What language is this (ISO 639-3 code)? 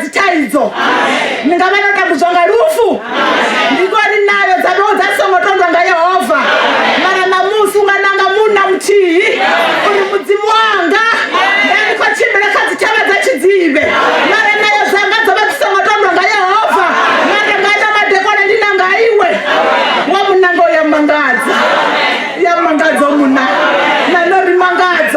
ven